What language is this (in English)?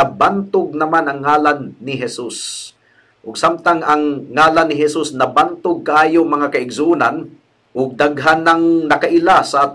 Cebuano